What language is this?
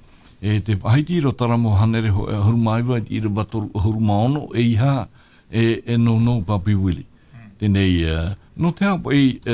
Tahitian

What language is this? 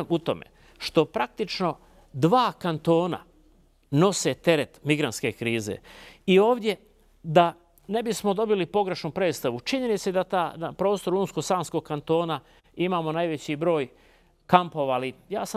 Bosnian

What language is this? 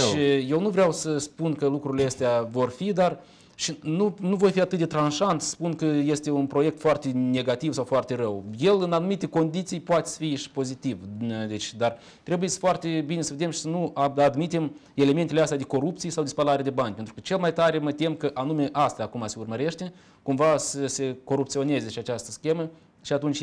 Romanian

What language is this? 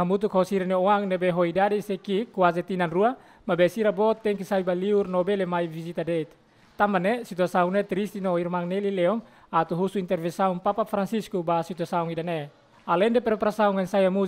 Tetum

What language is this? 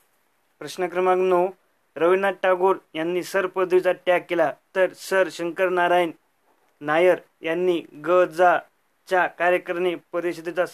Marathi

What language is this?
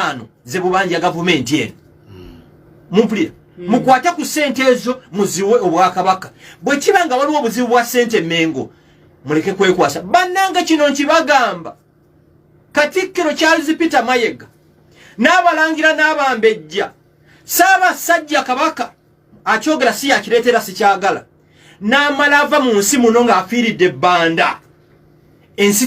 Ganda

